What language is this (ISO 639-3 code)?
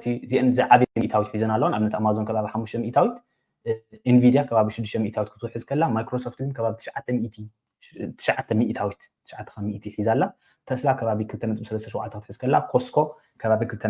tir